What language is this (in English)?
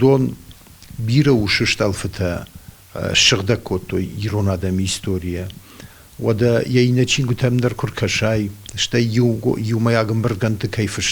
Ossetic